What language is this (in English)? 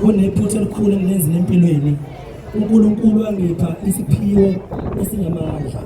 Zulu